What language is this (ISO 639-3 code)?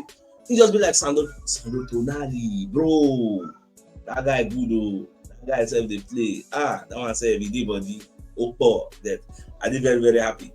pcm